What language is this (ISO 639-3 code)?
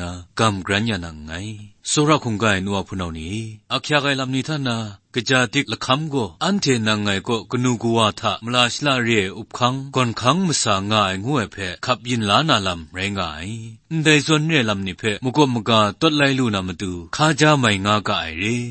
kac